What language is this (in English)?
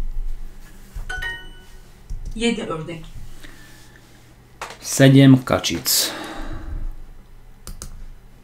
Slovak